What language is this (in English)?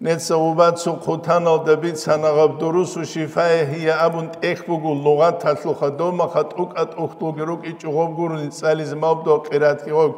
Avaric